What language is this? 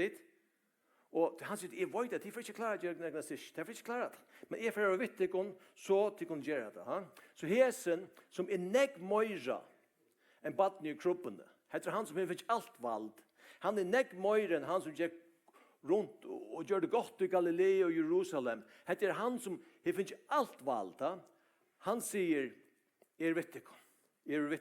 Faroese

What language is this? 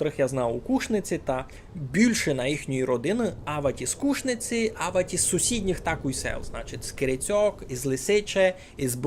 Rusyn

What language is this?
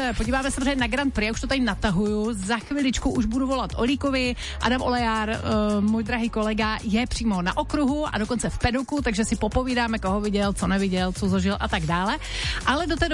Czech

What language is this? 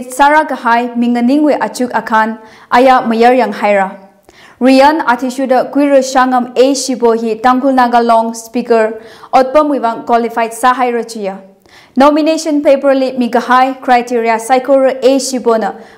Tangkhul Naga (India)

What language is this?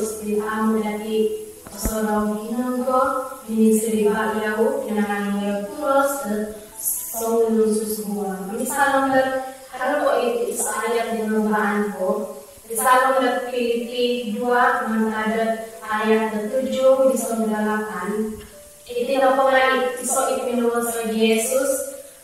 Central Dusun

